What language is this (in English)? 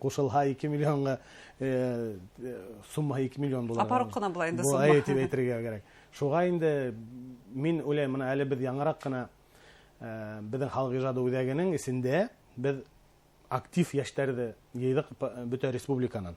Bashkir